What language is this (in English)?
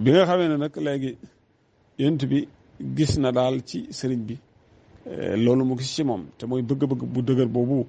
Wolof